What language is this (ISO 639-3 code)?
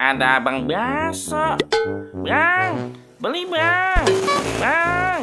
bew